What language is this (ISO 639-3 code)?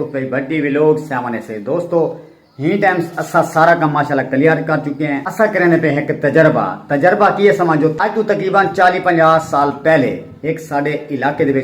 skr